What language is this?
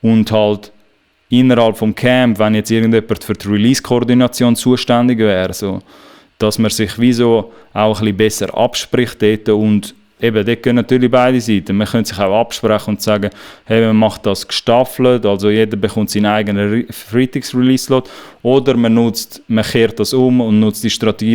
Swiss German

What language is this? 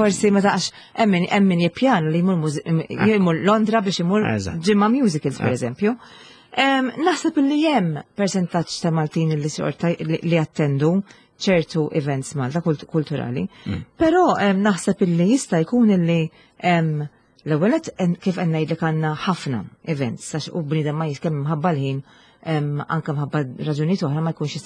Maltese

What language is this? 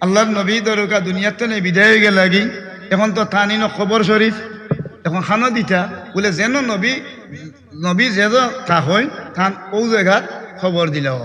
Sylheti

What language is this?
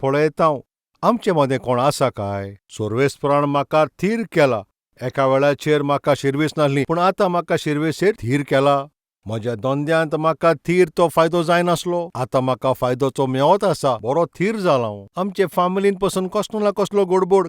Konkani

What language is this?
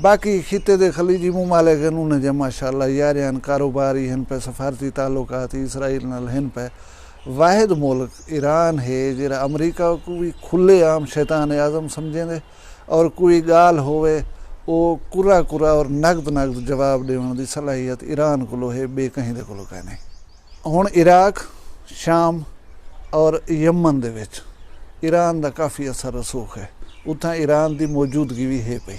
Saraiki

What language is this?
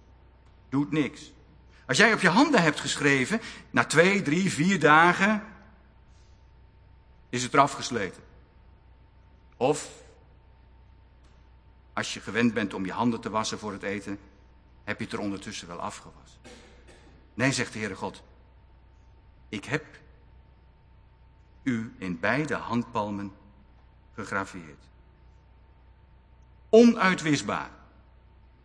Dutch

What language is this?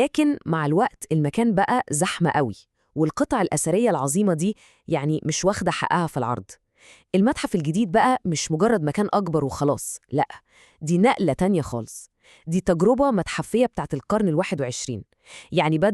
Egyptian Arabic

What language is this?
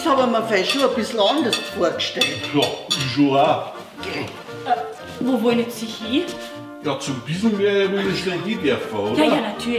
Bavarian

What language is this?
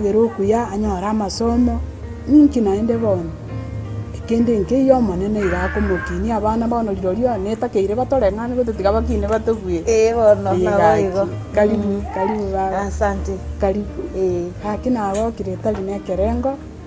Gusii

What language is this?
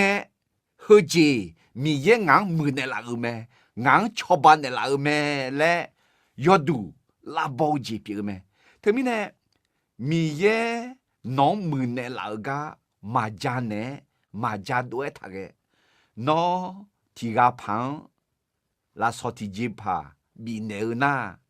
Akha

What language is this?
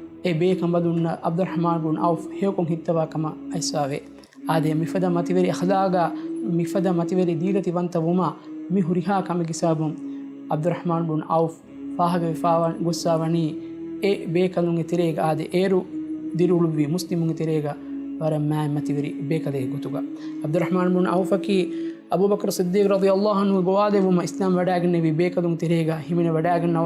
Divehi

